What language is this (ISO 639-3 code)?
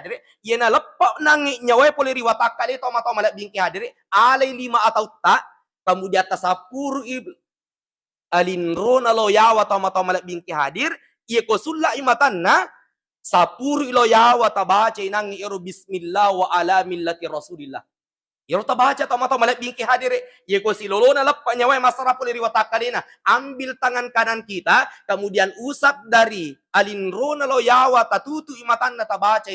bug